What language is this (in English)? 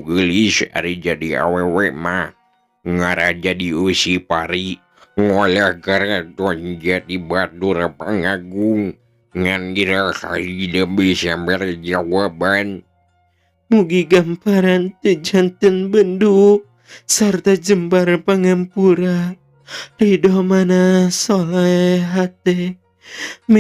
Sundanese